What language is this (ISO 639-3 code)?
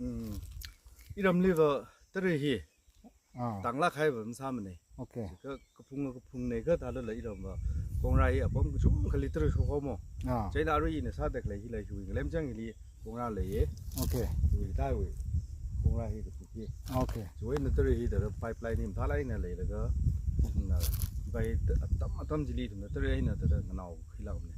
nmf